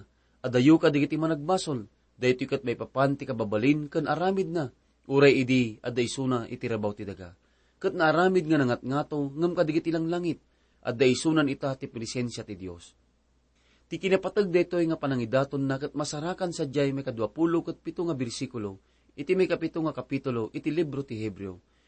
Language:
Iloko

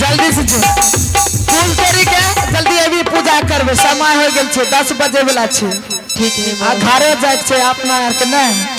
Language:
Maithili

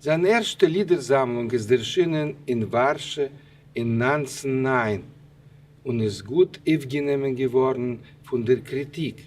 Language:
Yiddish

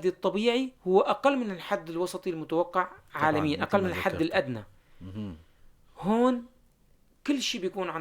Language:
North Levantine Arabic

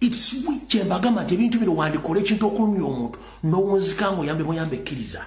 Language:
Ganda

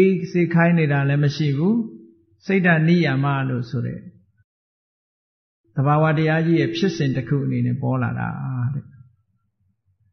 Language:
Burmese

